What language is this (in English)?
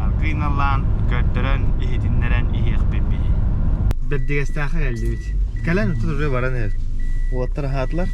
Yakut